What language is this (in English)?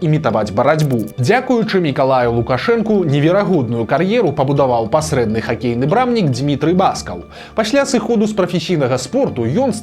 Belarusian